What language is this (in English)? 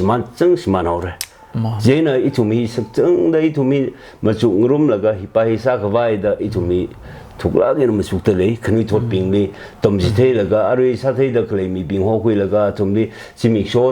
Tangkhul Naga (India)